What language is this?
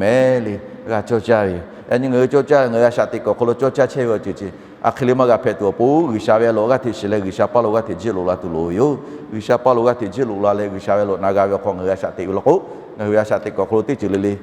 Lahu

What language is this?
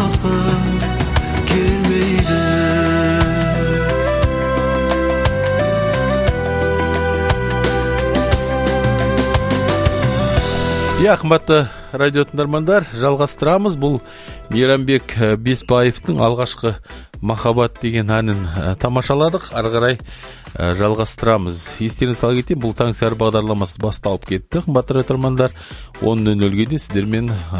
Kazakh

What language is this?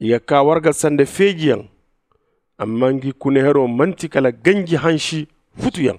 Zarma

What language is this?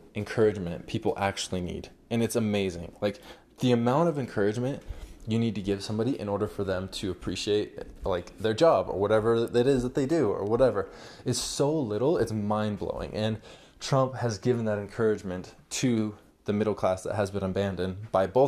English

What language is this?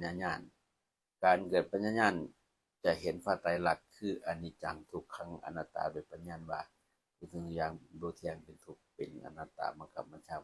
Lao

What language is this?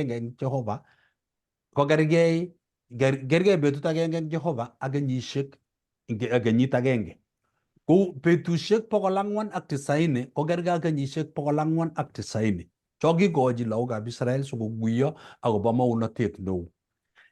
Kalenjin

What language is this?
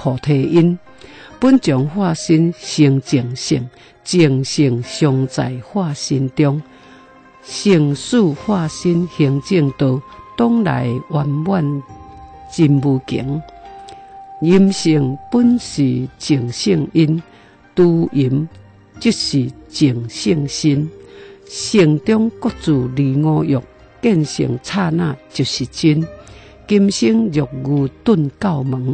Min Nan Chinese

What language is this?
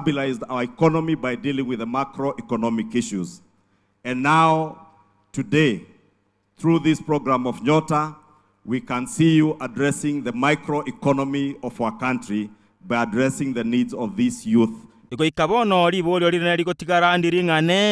Gusii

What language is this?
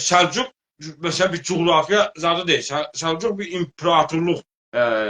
South Azerbaijani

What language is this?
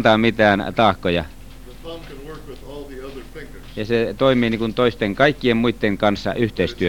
Finnish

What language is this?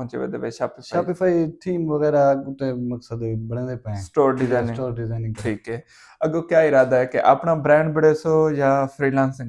Saraiki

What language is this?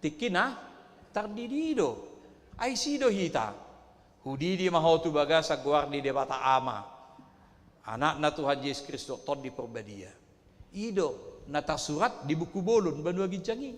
Batak Toba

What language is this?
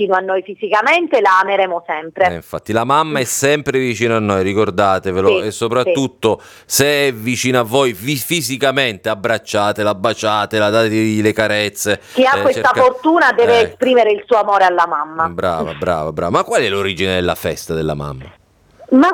Italian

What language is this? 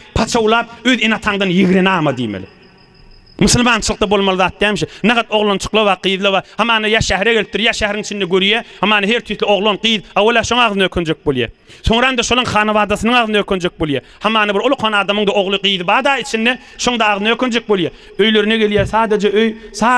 Turkmen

